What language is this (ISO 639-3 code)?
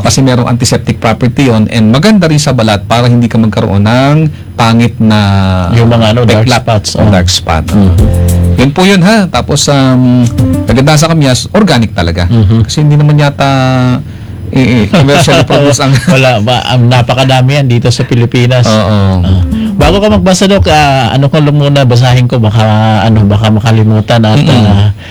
fil